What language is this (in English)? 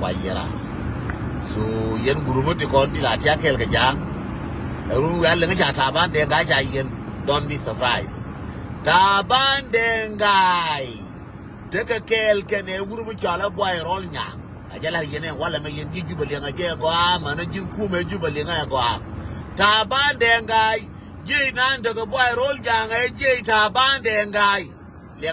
Nuer